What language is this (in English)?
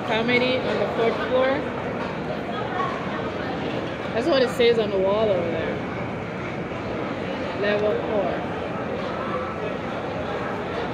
English